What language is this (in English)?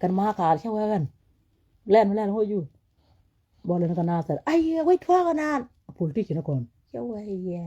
Nuer